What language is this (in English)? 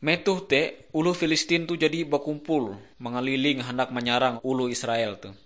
Ngaju